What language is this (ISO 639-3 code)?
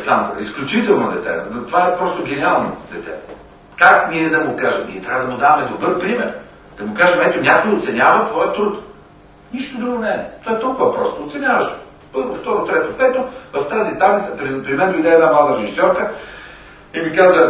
bul